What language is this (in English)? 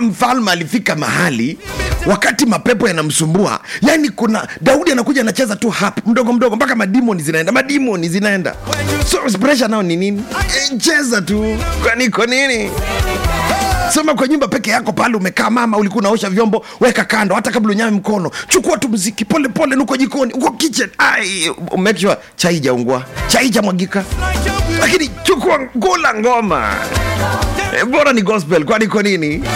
Swahili